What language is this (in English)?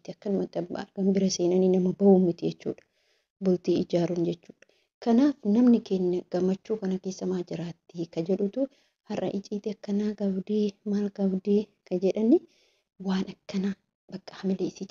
Oromo